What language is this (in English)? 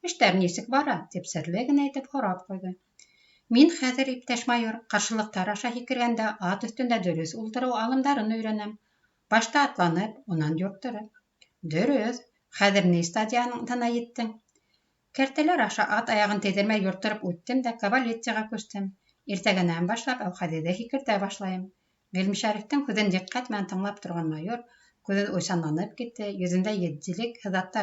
Bashkir